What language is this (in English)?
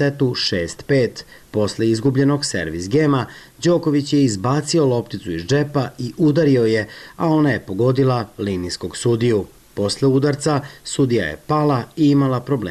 Serbian